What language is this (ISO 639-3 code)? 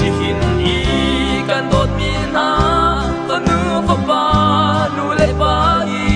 cnh